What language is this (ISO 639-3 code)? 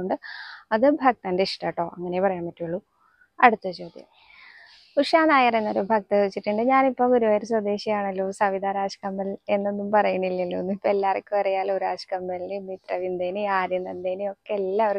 mal